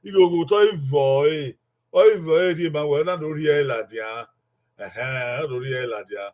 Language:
Bini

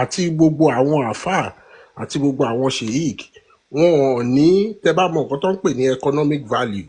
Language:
Yoruba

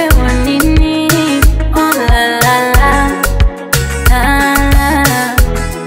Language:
Swahili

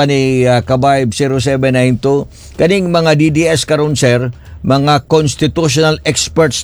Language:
Cebuano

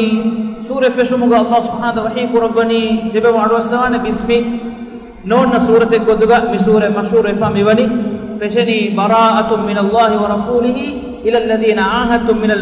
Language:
Divehi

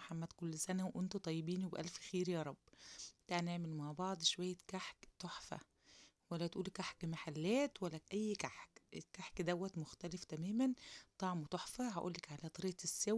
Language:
Egyptian Arabic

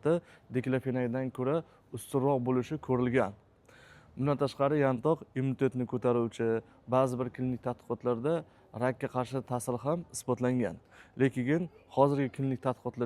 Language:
Uzbek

